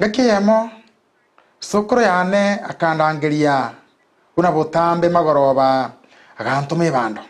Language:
Gusii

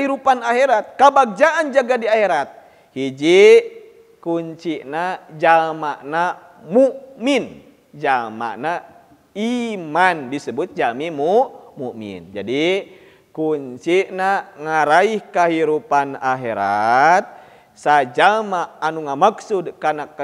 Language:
Sundanese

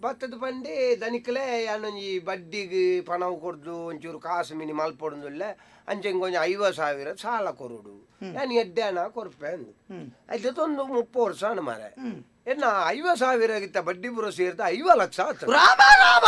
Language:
Tulu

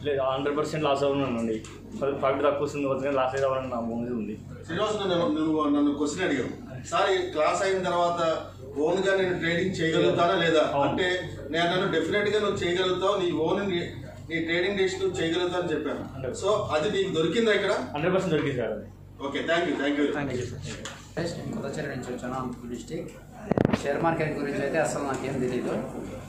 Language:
Telugu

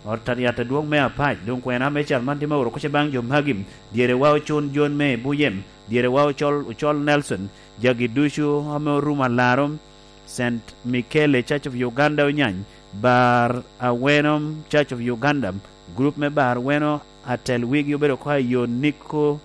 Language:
Lango (Uganda)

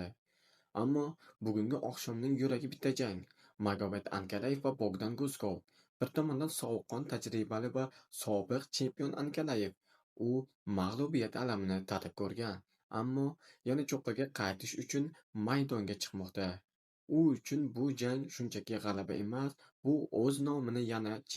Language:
Uzbek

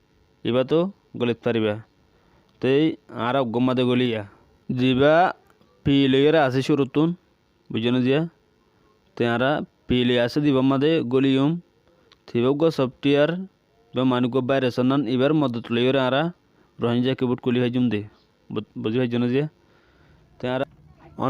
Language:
Rohingya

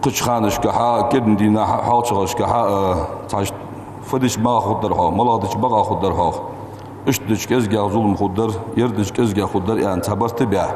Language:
Ingush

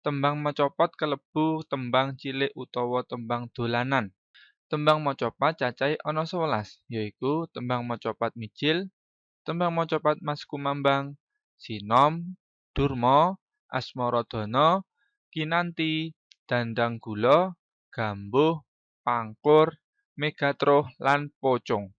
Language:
Javanese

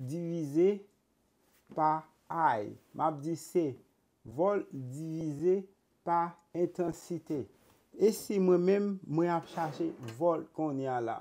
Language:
Haitian Creole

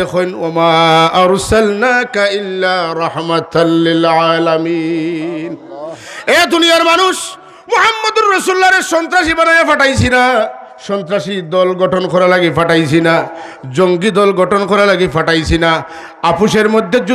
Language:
Sylheti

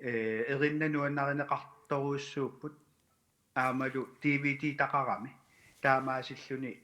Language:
Kalaallisut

